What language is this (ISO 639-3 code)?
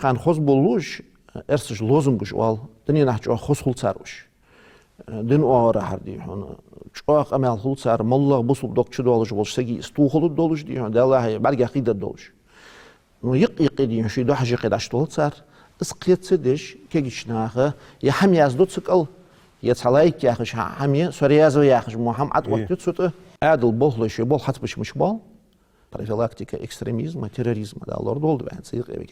inh